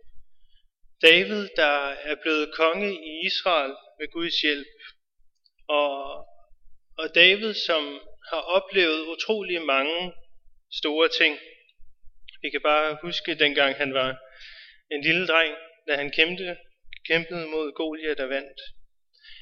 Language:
Danish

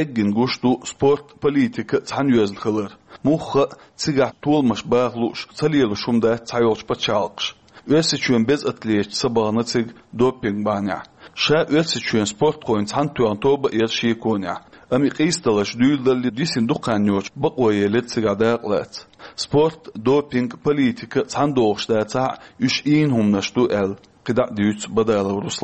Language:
Chechen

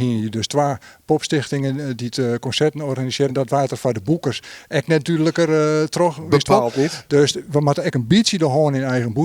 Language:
Western Frisian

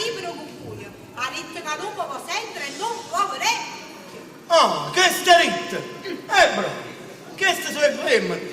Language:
Neapolitan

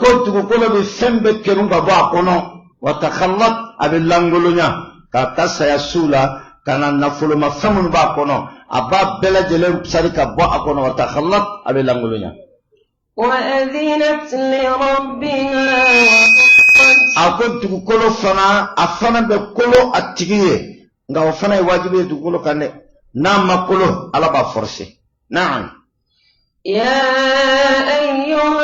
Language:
Bambara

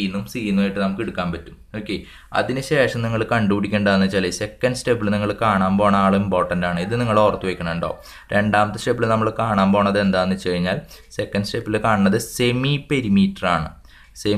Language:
Malayalam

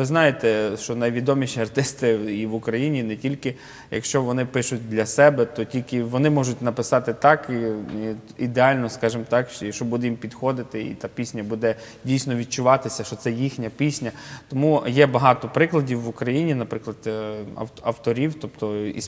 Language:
Ukrainian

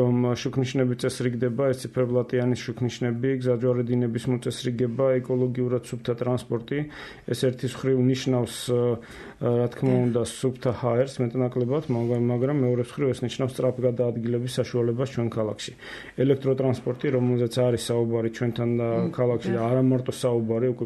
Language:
Georgian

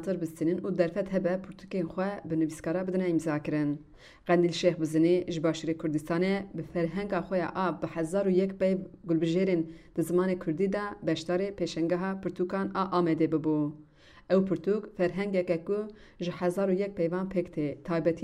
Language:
Kurdish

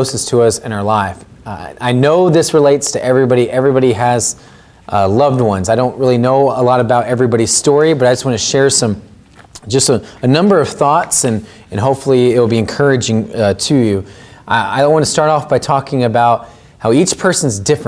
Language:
English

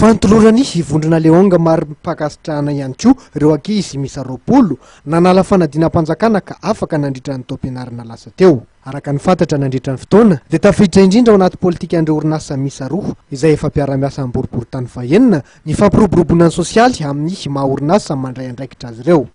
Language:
Malagasy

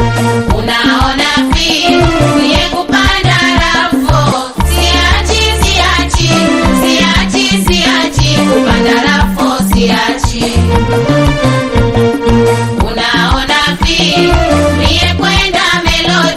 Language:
Swahili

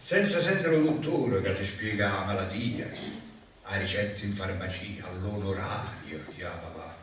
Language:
Neapolitan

